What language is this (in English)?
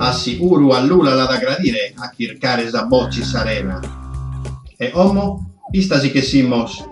Sardinian